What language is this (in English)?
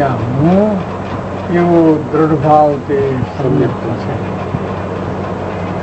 Gujarati